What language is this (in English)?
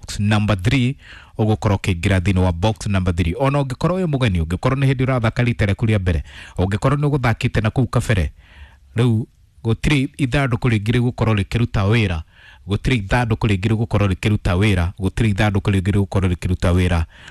Kikuyu